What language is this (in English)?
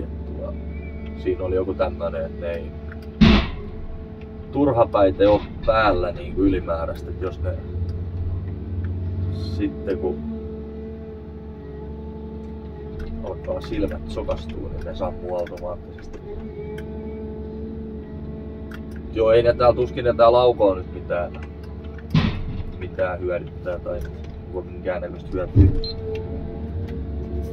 Finnish